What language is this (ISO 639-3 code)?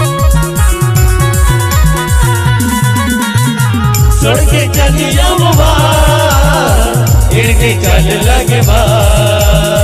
bho